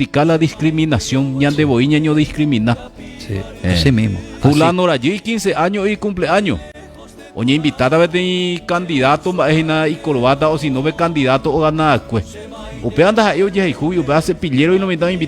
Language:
Guarani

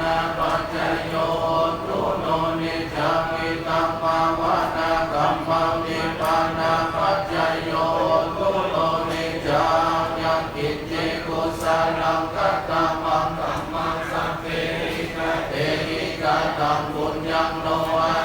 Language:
Pali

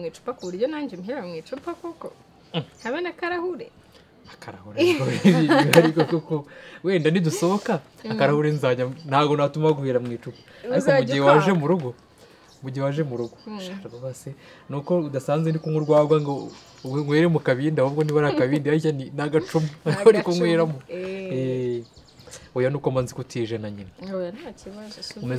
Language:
Kinyarwanda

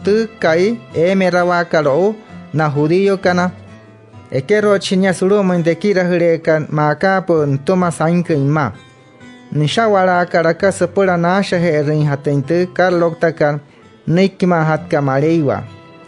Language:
Wayuu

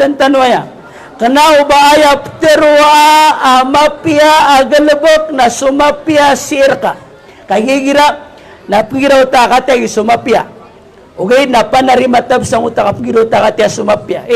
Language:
Maranao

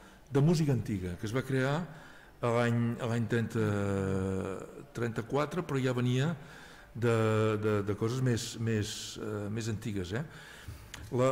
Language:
Catalan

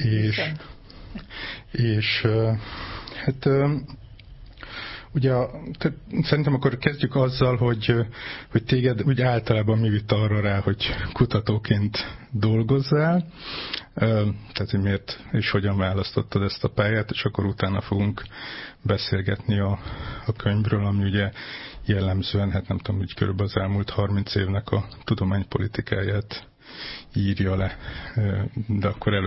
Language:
Hungarian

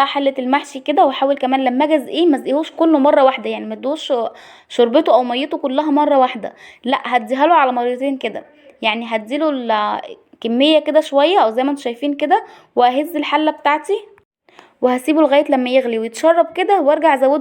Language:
Egyptian Arabic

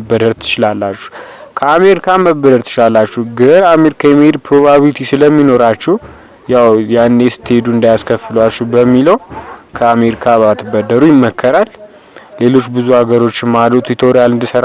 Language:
Amharic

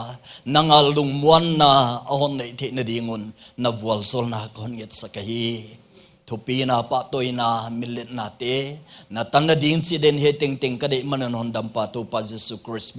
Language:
Paite Chin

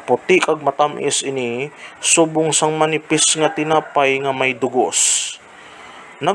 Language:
Hiligaynon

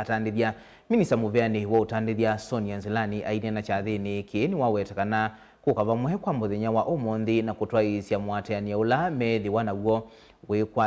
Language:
Kamba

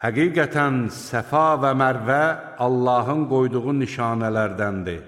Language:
Azerbaijani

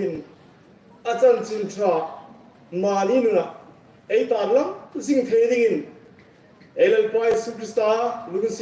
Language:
Hmar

